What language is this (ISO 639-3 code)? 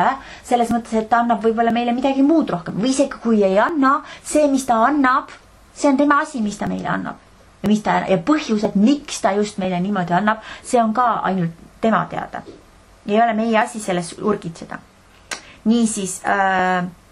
est